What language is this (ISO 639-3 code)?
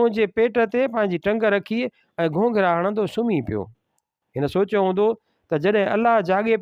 snd